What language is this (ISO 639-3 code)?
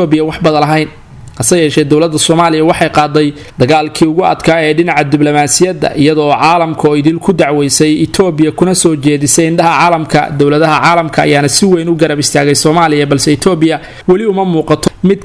som